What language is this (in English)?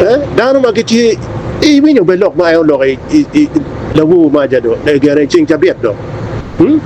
Acoli